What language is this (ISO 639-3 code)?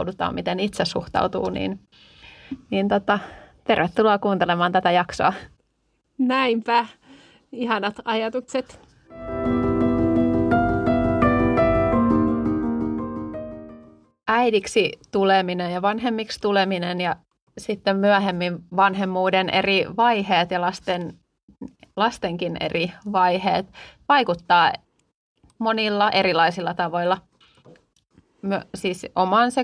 fin